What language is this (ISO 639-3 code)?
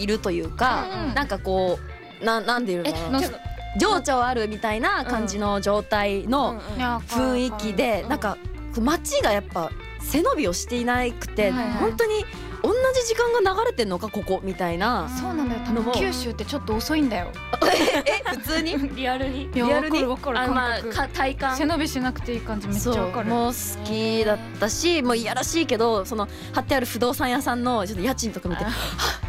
jpn